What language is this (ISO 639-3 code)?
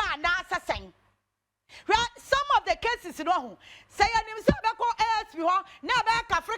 aka